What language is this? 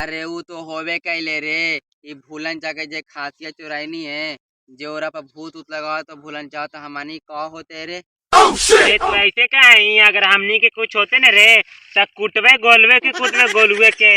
Magahi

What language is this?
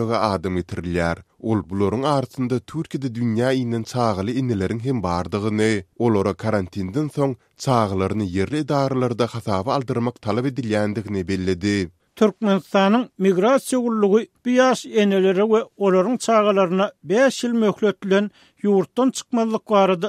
Turkmen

